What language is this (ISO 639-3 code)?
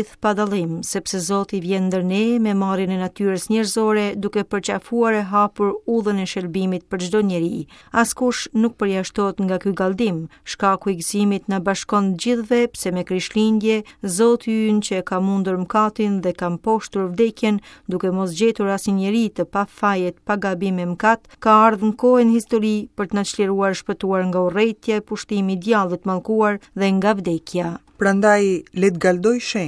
sqi